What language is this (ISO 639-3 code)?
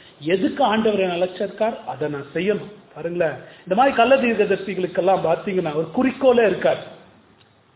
tam